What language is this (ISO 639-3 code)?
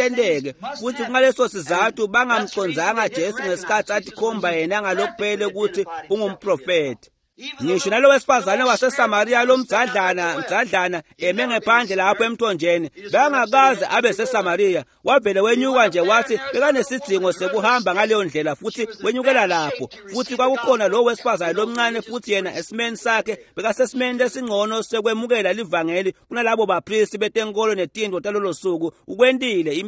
ssw